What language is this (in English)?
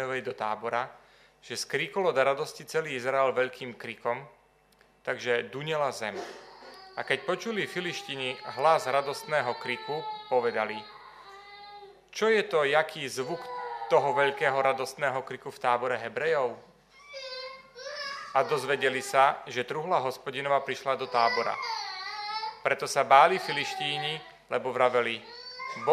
Slovak